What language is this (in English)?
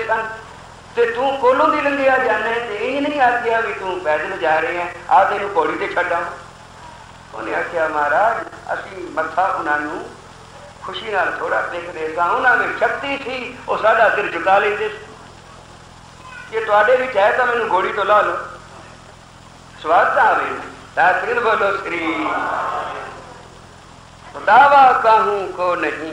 Punjabi